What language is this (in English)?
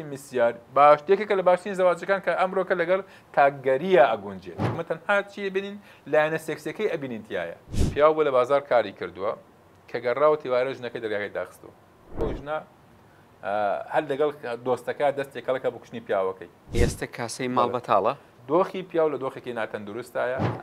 Central Kurdish